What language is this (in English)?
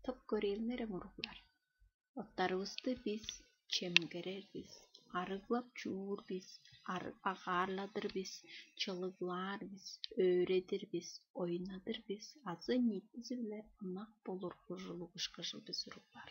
Tuvinian